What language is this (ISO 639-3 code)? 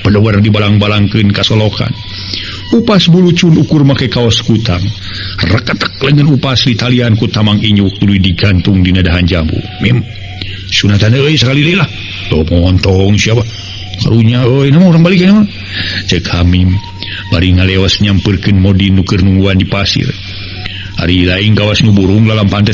sun